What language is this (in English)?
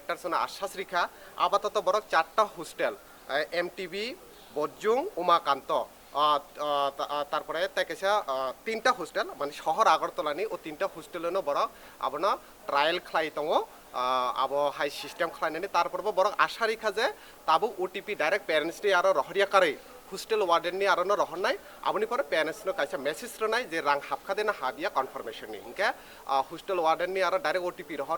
Kok Borok